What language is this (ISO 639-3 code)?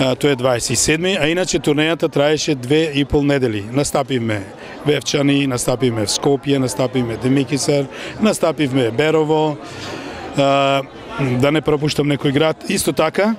mkd